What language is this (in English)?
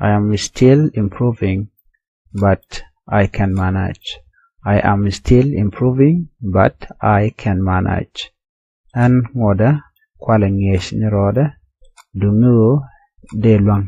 Nuer